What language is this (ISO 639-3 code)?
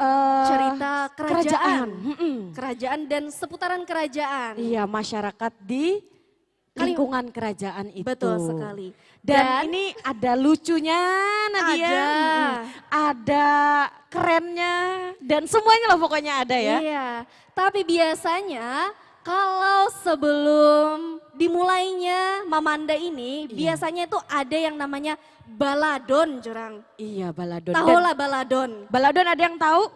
bjn